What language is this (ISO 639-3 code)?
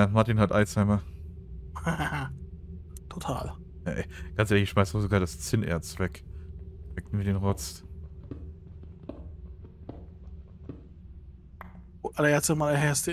deu